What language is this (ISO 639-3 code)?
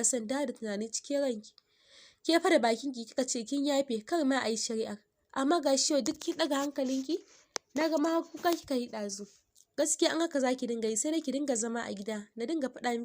hau